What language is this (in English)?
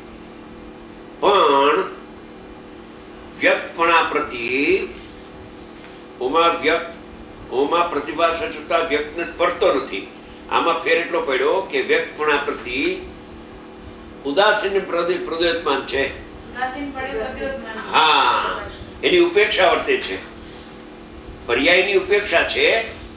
Gujarati